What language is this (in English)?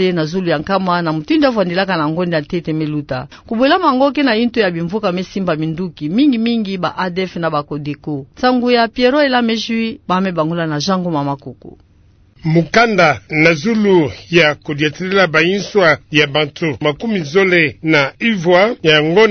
Kituba (Democratic Republic of Congo)